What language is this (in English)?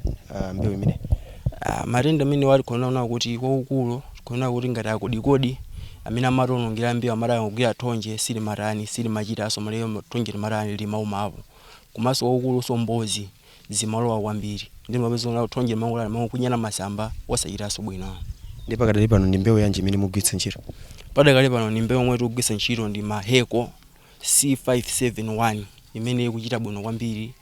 Nyanja